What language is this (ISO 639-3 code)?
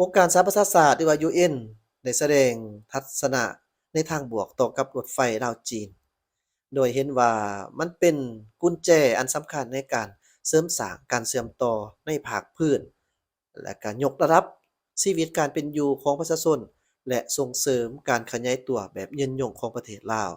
lao